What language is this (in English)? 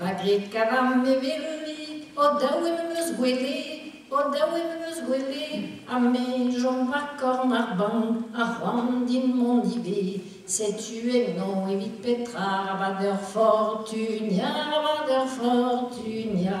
Breton